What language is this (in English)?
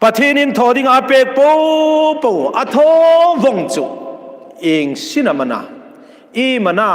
Hmar